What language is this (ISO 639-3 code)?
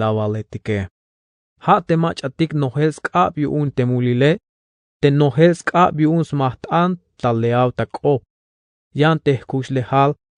tzh